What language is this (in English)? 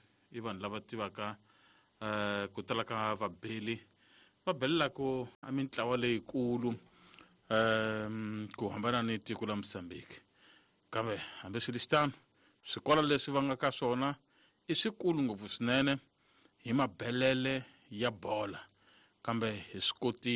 Tsonga